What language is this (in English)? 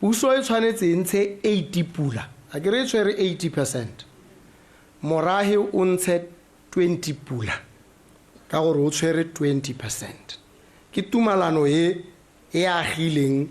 Tswana